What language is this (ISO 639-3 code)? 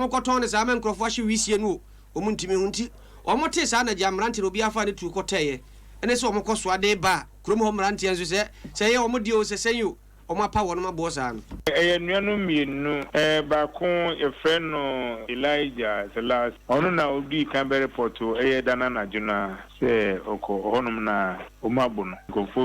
aka